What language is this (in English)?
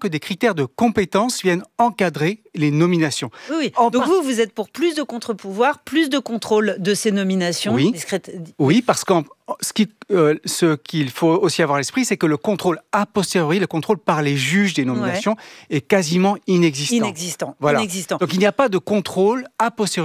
French